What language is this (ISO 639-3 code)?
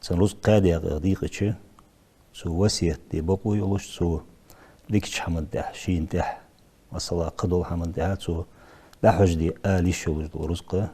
inh